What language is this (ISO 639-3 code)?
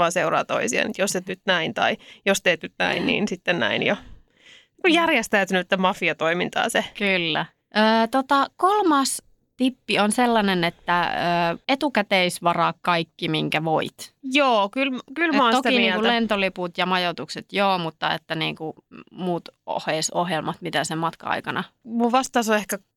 fin